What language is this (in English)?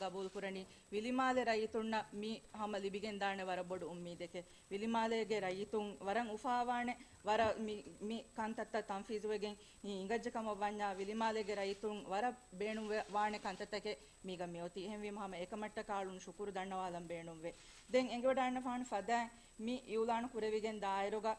Divehi